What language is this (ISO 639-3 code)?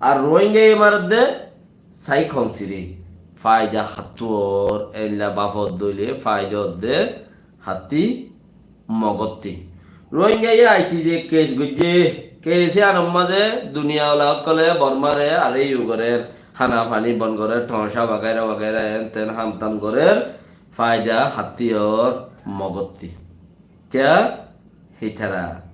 rhg